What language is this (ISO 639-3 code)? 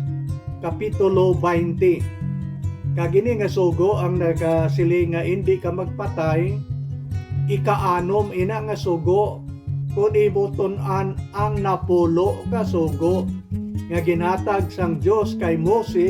hil